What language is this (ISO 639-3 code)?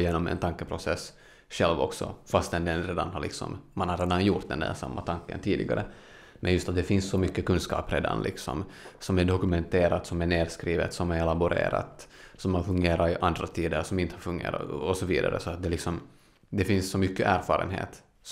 swe